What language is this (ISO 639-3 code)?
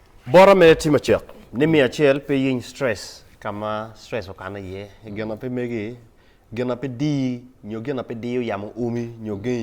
ach